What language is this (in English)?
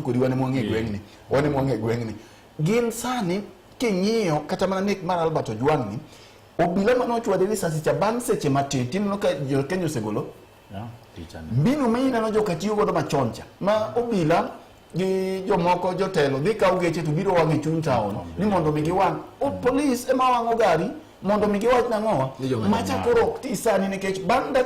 Luo (Kenya and Tanzania)